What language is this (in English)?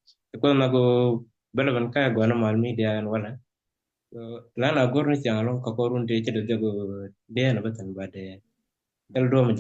Nuer